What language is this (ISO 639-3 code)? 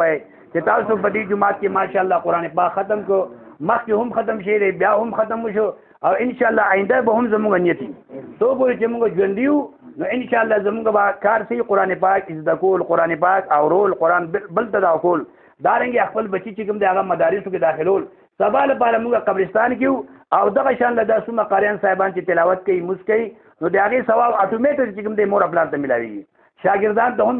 pus